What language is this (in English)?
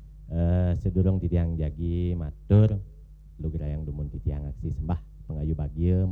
Balinese